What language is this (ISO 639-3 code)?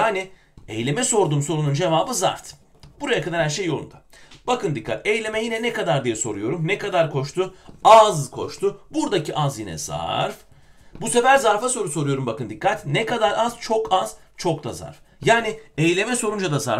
tur